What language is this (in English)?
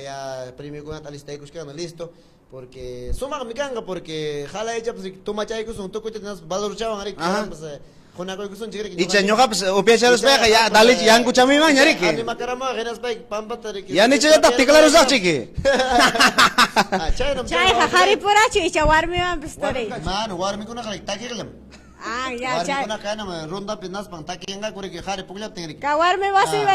Ayacucho Quechua